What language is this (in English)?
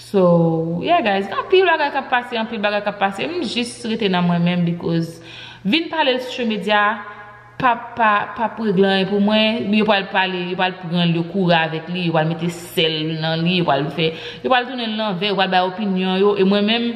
Haitian Creole